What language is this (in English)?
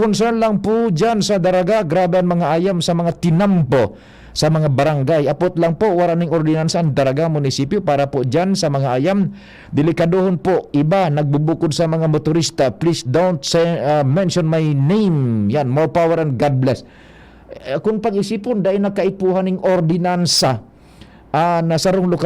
Bikol